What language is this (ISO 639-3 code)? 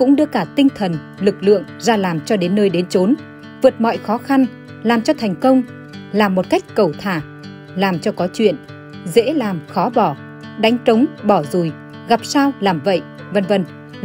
vie